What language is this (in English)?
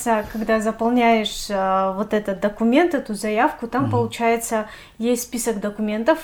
Russian